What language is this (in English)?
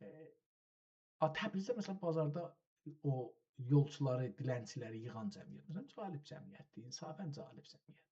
South Azerbaijani